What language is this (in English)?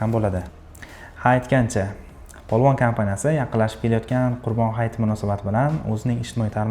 Uzbek